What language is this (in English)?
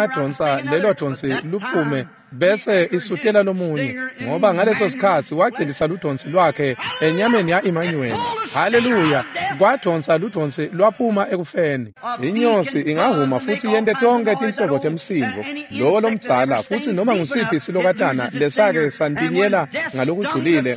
Swati